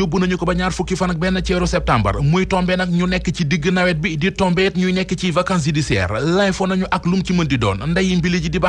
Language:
Wolof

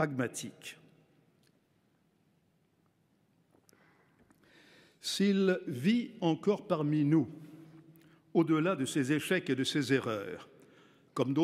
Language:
French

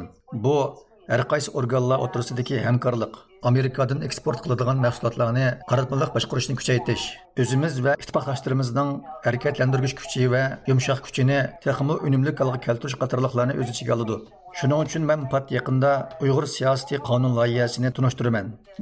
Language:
Uyghur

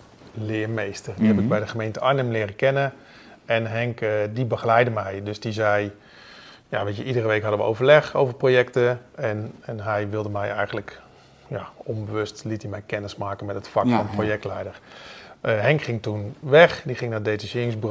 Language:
Dutch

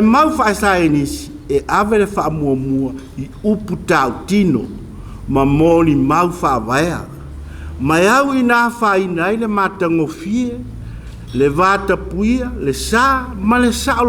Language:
Samoan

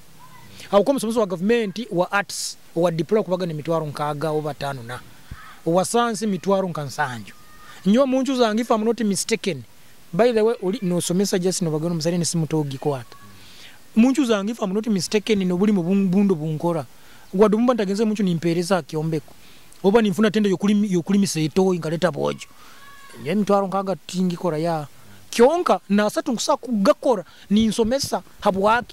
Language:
Nyoro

